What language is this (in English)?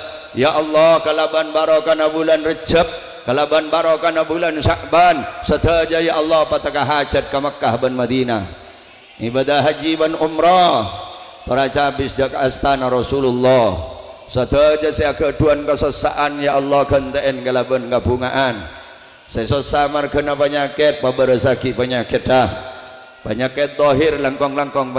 Madurese